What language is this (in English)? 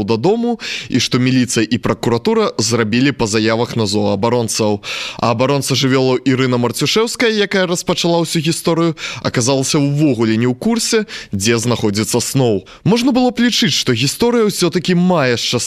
Belarusian